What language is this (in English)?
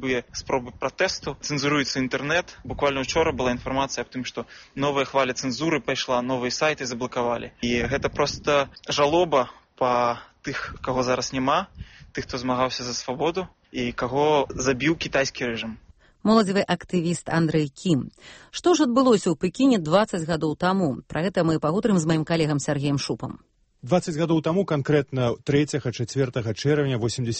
Belarusian